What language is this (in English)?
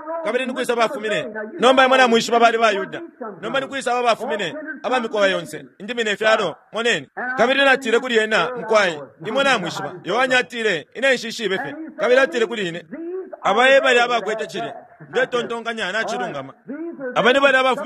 Bemba